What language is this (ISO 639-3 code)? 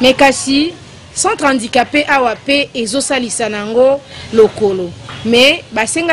lin